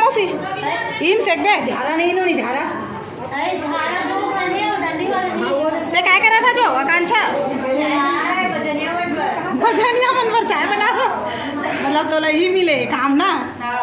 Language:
Chhattisgarhi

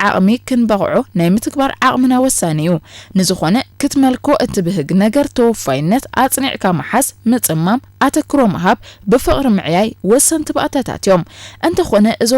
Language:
Tigrinya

